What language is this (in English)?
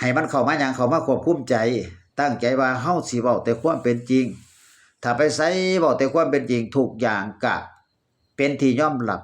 Northeastern Thai